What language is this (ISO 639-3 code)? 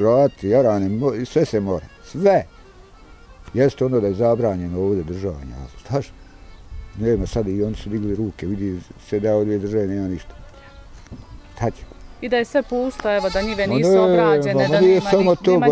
bos